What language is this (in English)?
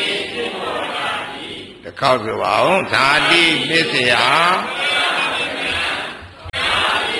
Burmese